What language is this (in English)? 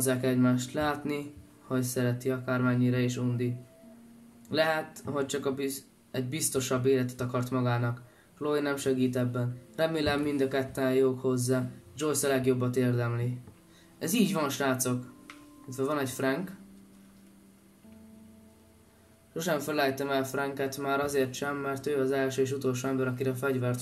Hungarian